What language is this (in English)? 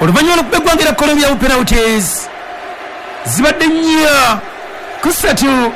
Ganda